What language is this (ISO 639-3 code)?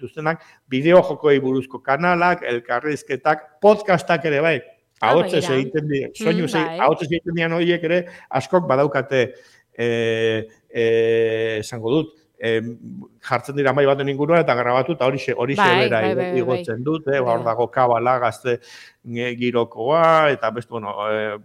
eus